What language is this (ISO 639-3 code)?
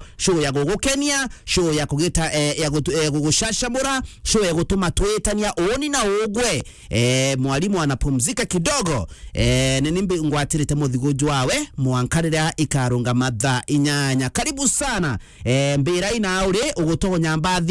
mer